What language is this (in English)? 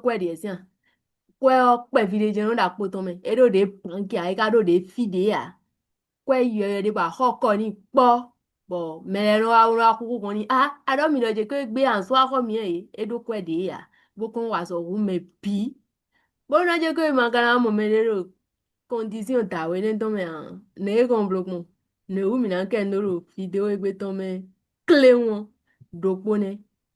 Fon